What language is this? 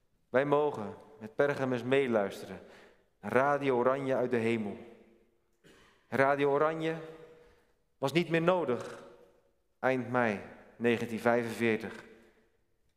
Dutch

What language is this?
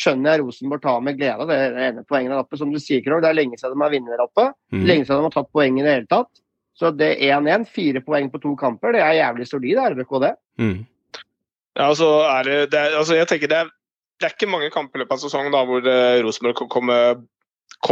Norwegian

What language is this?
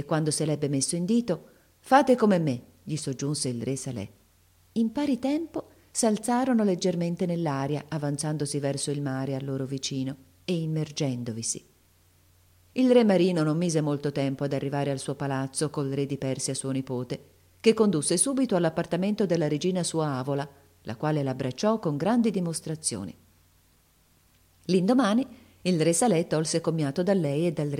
Italian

